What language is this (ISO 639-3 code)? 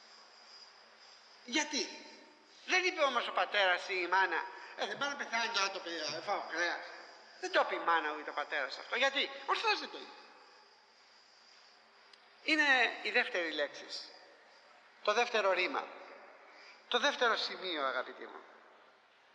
ell